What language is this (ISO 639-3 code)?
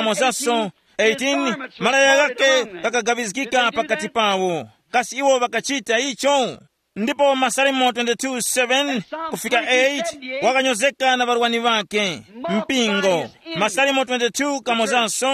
tum